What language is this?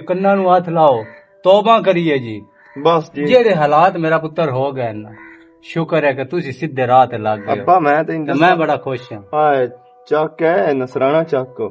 Western Panjabi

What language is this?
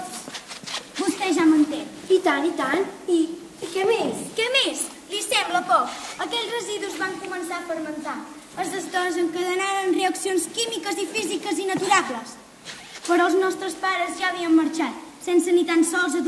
Catalan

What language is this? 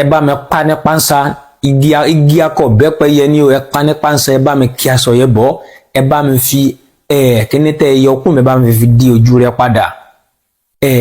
Yoruba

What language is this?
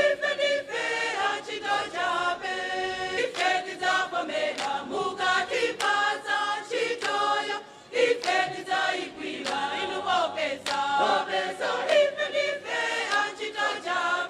Nyanja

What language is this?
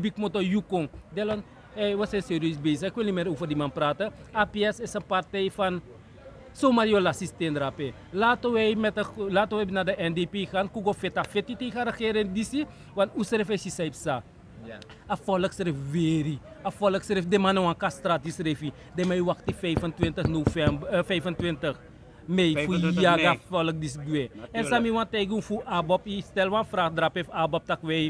Sranan Tongo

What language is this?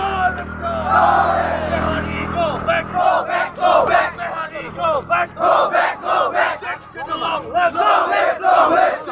Karbi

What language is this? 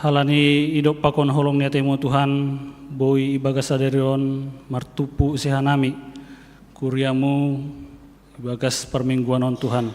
Batak Simalungun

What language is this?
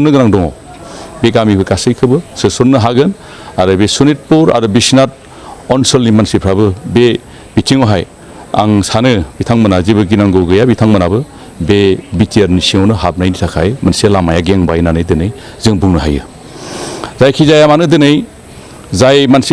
Bodo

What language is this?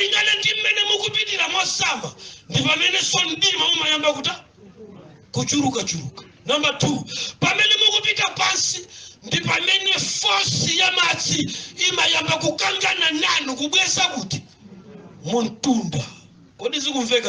Nyanja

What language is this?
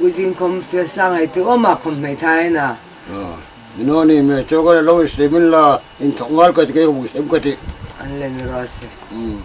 Hmar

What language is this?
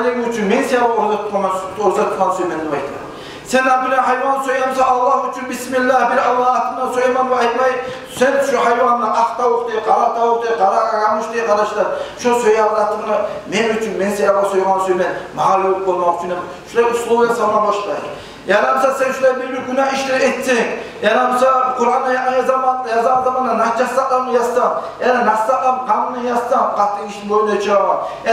Kumyk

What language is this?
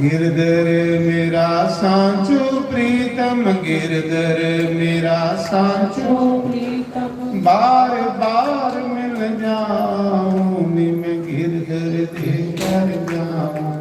Dogri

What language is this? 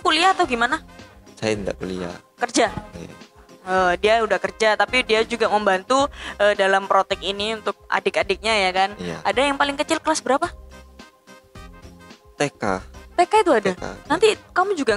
Indonesian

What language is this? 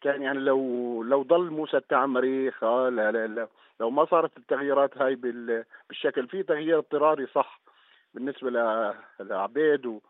North Levantine Arabic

